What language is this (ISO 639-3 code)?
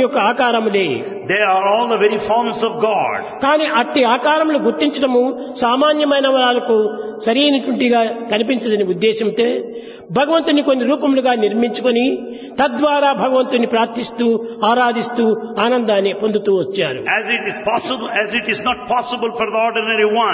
tel